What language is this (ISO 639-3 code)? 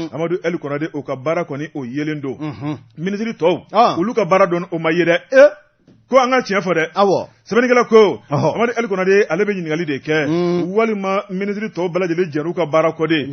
bam